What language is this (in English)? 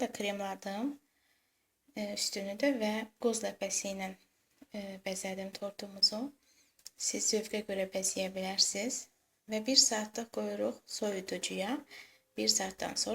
Azerbaijani